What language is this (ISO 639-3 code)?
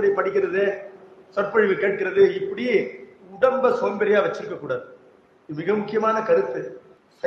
tam